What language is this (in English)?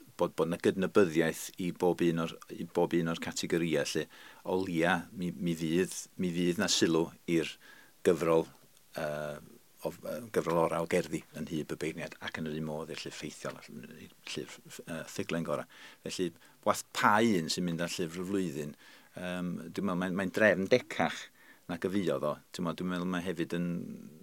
Welsh